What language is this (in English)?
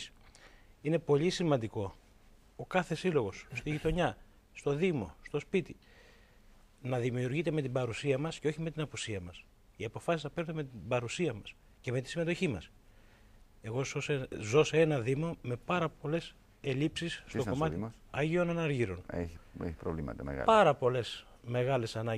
Greek